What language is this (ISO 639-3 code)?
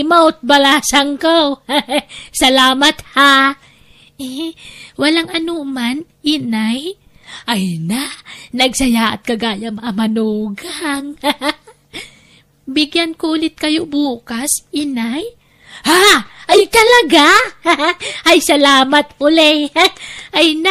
ilo